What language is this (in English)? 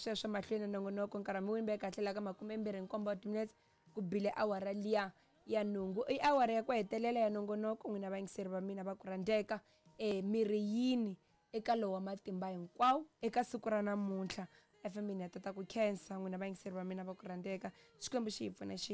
Tsonga